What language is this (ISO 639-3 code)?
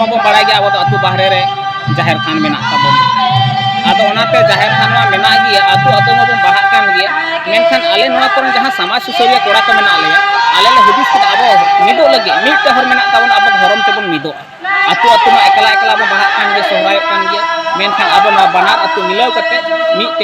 sat